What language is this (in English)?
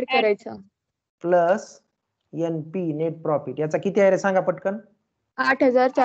Marathi